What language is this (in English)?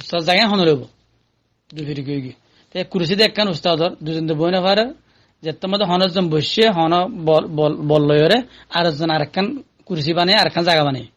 Rohingya